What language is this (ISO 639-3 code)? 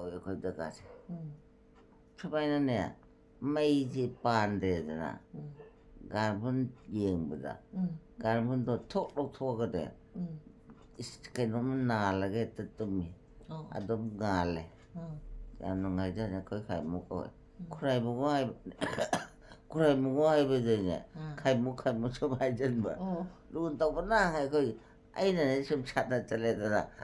mni